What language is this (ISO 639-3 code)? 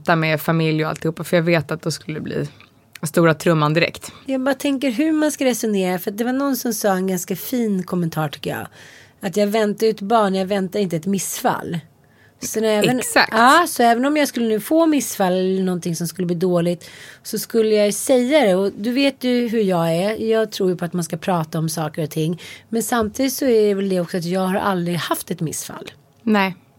swe